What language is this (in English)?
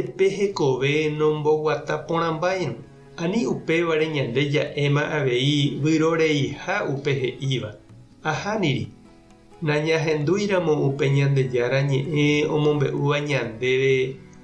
Guarani